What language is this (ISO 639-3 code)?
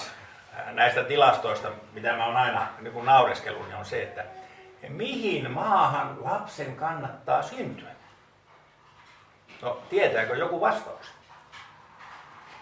fin